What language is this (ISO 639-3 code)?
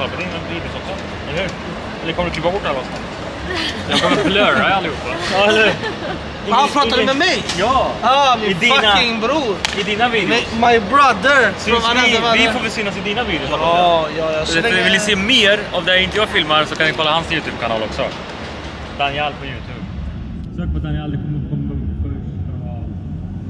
swe